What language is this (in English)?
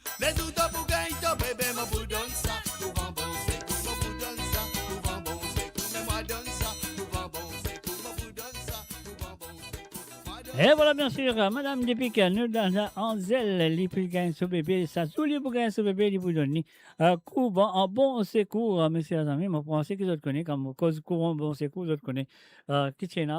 Morisyen